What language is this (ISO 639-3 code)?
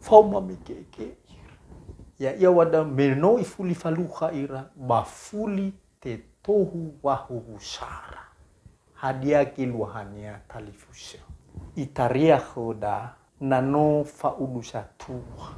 nia